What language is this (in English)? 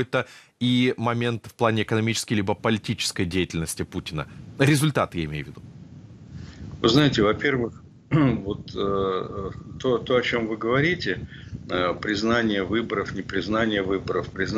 Russian